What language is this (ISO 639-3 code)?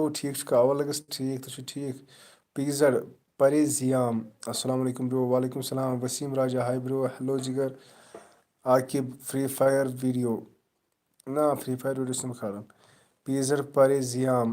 kas